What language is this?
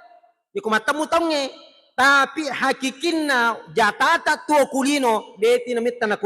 Buginese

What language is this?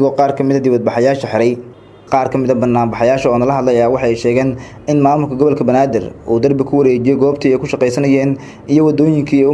Somali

